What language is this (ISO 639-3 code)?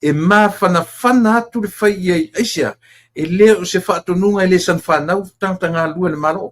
smo